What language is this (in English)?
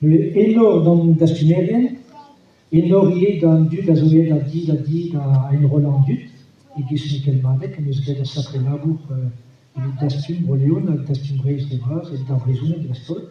Breton